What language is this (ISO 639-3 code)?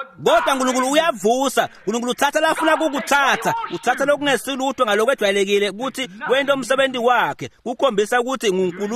ssw